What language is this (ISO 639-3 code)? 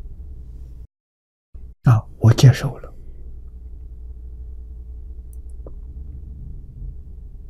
zho